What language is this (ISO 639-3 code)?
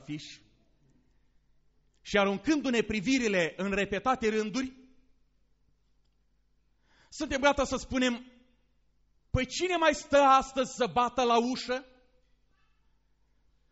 ron